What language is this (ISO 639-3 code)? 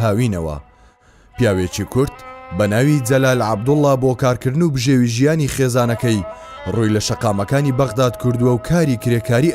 ckb